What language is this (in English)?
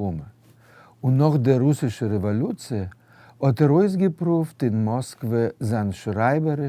Yiddish